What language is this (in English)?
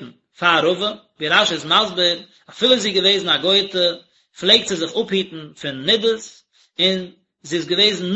Yiddish